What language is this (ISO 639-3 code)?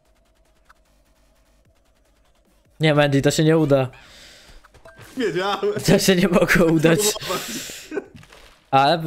pol